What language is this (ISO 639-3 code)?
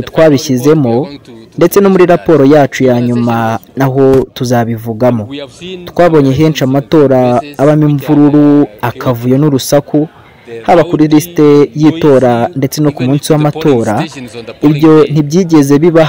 kin